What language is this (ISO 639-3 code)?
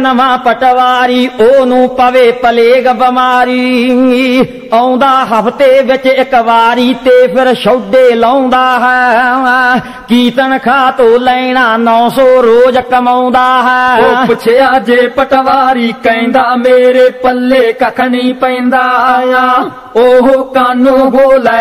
pan